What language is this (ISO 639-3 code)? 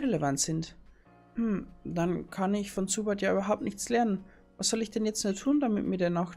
bar